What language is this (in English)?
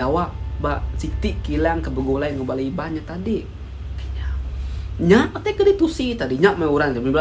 Iban